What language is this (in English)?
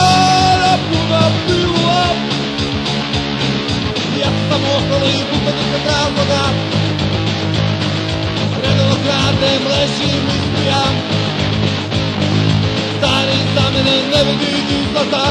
Croatian